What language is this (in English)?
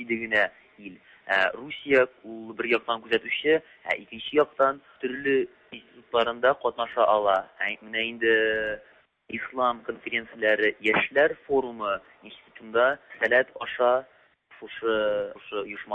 Tatar